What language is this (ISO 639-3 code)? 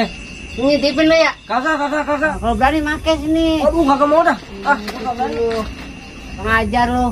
bew